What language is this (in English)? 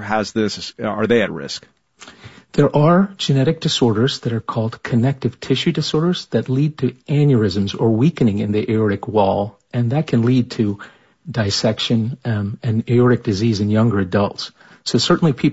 English